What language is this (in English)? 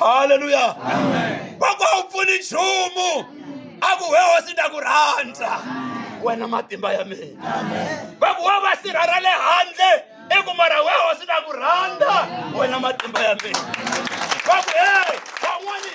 Tsonga